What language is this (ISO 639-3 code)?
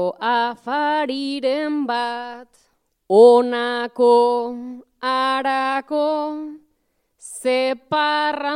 eus